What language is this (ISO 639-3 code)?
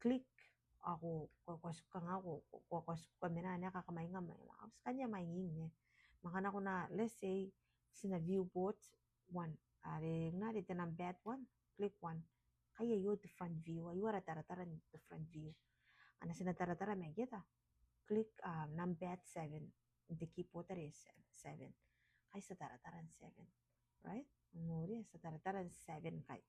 gil